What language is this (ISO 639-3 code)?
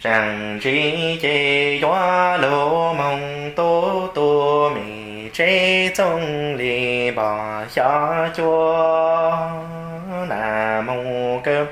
hmn